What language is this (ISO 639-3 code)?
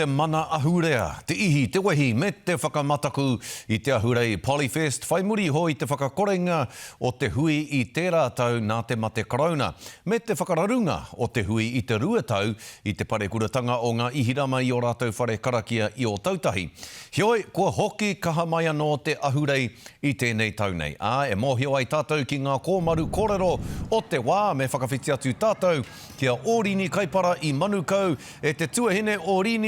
mri